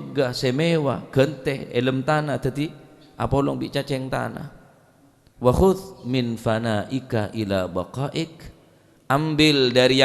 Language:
Madurese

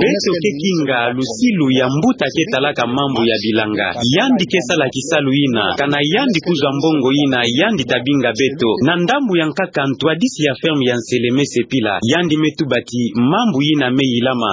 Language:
Kituba (Democratic Republic of Congo)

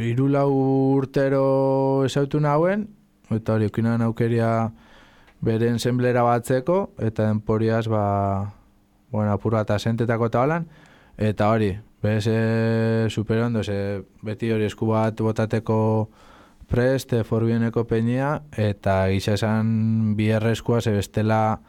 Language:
Basque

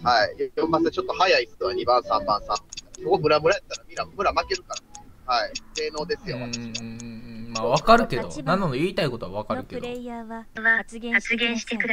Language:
Japanese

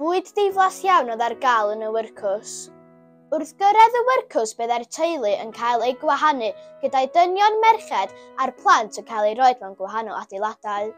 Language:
Welsh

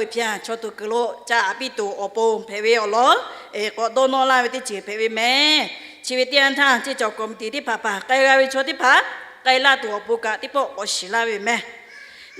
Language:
Lahu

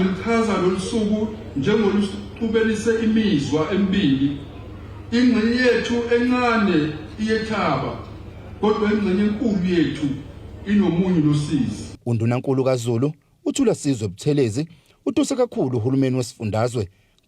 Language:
Zulu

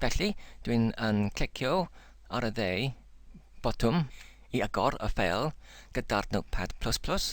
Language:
Welsh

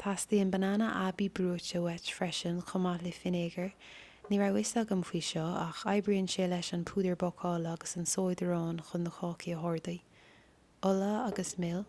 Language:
Irish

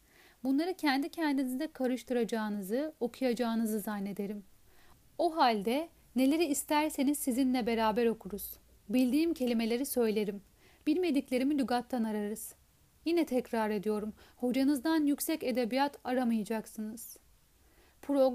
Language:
Turkish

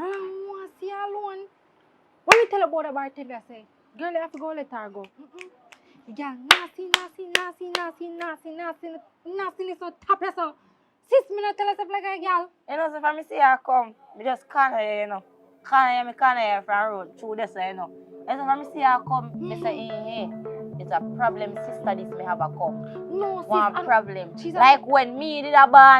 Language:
Jamaican Creole English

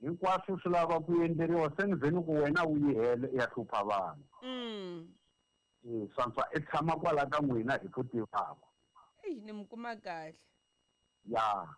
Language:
Tsonga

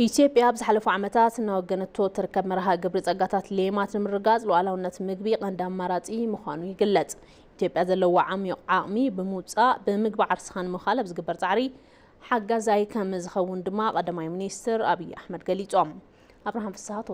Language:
Tigrinya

